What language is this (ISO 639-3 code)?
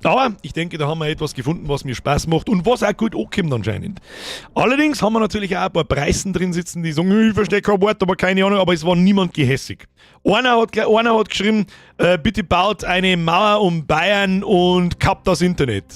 bar